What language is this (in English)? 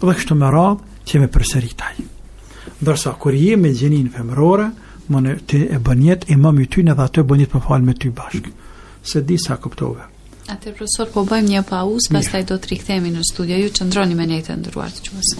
Albanian